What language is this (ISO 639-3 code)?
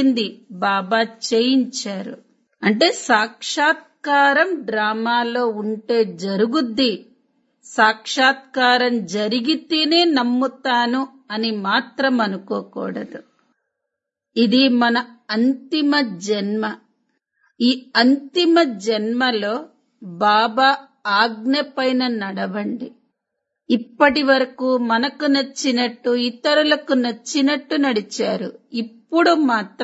tel